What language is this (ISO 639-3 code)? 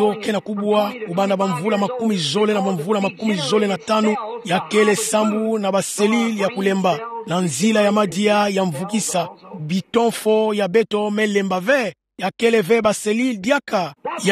ktu